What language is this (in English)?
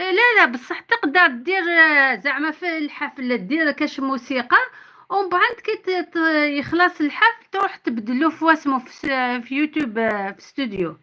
Algerian Arabic